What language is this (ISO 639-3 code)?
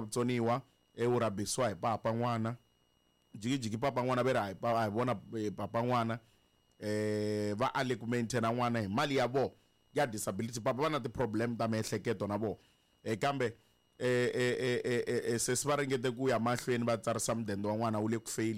tso